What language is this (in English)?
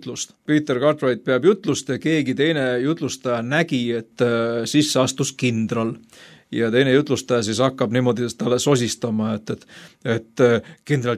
Estonian